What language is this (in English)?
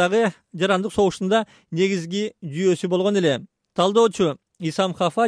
Kyrgyz